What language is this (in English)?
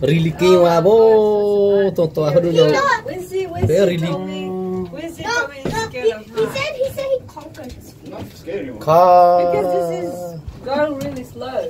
Hakha Chin